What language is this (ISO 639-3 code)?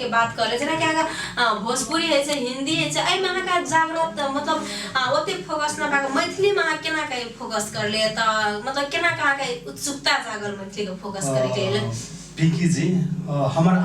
mai